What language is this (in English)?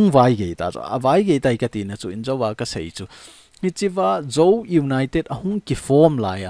Thado Chin